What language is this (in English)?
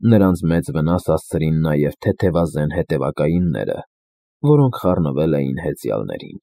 Armenian